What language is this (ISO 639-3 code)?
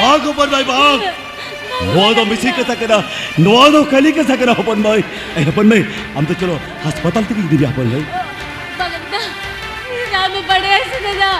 sat